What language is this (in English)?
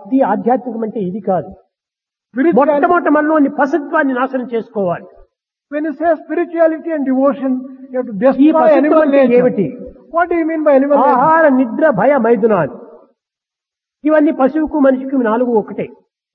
Telugu